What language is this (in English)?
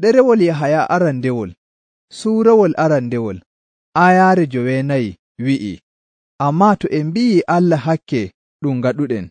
Nigerian Fulfulde